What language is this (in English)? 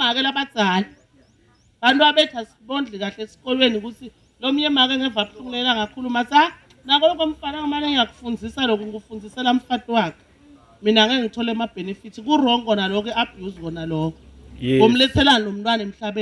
Zulu